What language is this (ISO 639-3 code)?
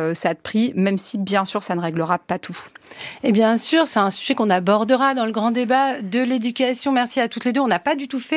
fra